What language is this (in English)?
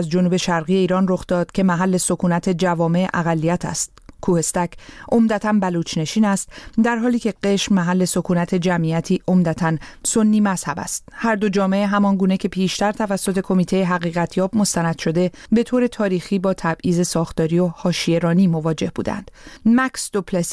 Persian